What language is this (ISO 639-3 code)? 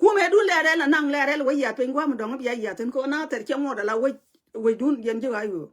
nus